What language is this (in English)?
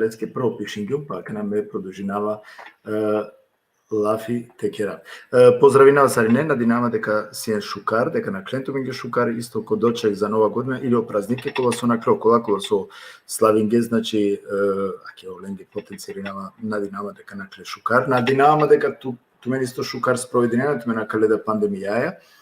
Balkan Romani